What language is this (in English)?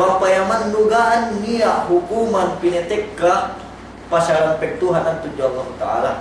Yakan